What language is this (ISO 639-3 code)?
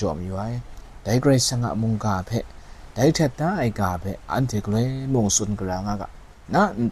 kac